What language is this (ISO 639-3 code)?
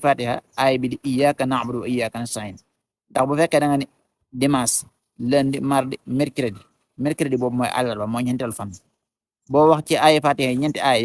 wol